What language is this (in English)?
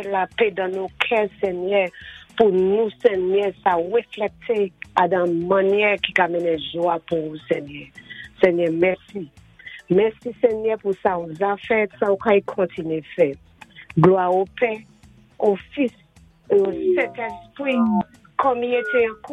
Saint Lucian Creole French